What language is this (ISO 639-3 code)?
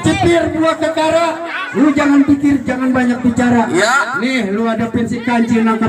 bew